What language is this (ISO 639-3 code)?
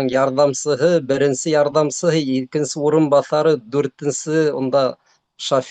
bak